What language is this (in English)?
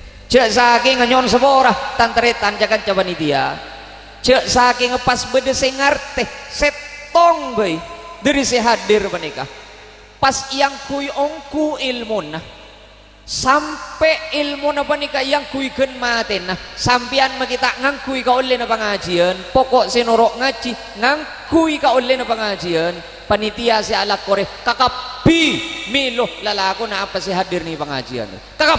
Madurese